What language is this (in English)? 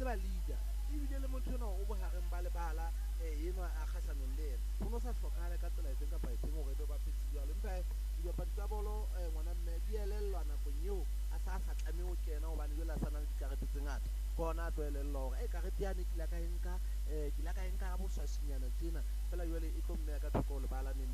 Southern Sotho